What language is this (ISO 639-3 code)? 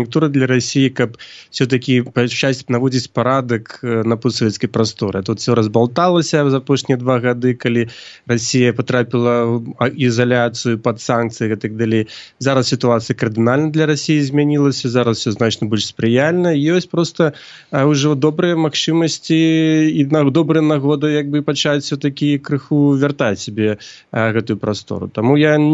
bel